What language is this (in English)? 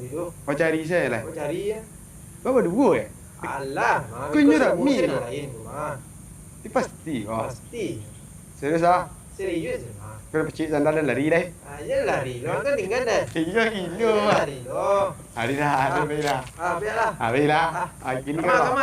Minangkabau